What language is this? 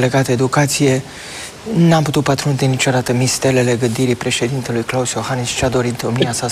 Romanian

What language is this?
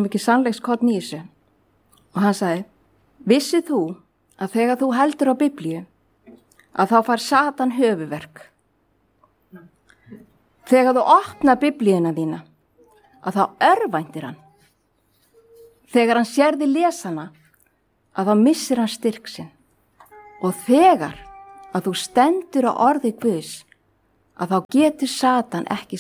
Icelandic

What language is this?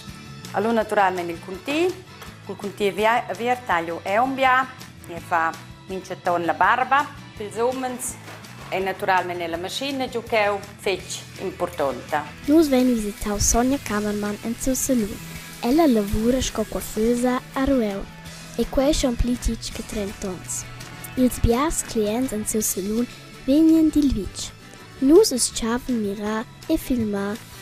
Romansh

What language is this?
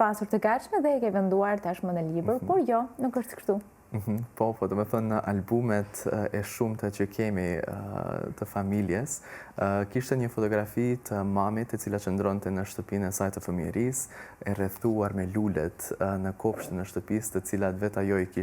Albanian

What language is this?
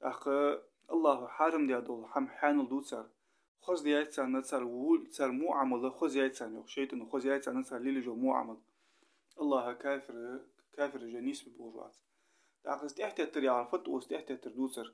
Ingush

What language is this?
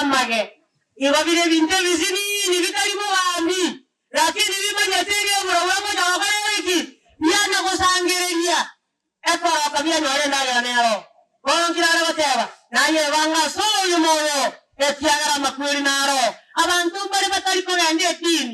Gusii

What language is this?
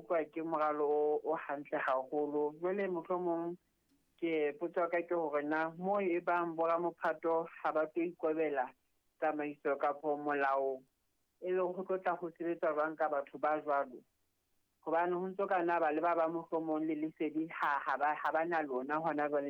Southern Sotho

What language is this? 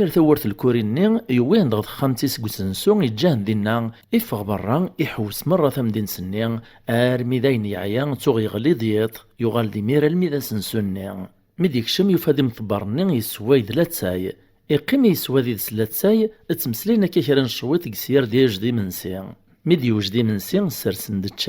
Kabyle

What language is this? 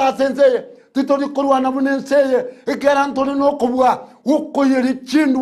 Gusii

